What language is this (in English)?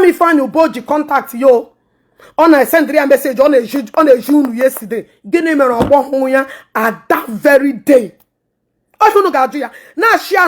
Igbo